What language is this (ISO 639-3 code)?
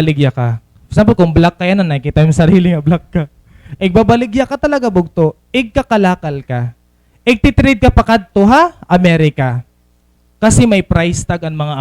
war